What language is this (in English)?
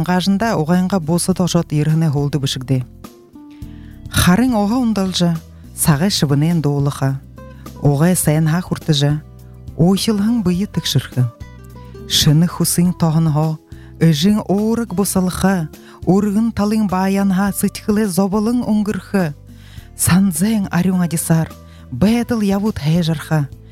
Buriat